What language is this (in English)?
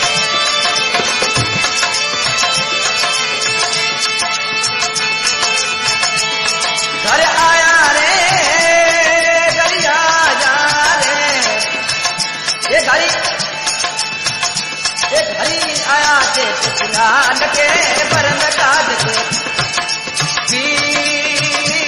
Hindi